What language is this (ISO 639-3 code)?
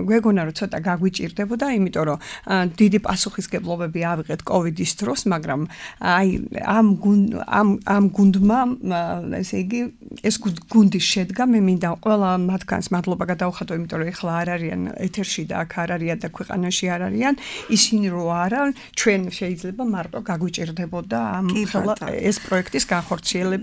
kat